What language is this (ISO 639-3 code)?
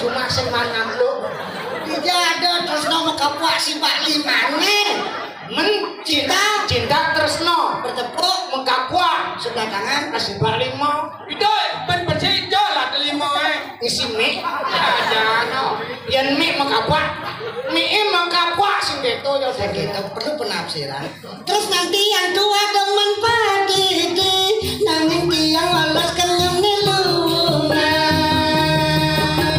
ban